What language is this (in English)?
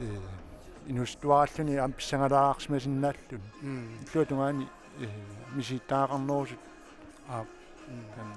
Kalaallisut